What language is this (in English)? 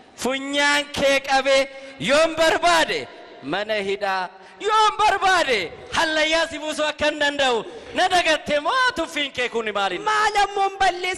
Oromo